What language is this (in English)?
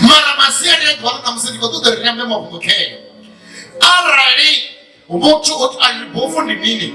Venda